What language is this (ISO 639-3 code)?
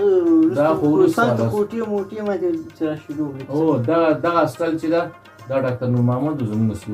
pus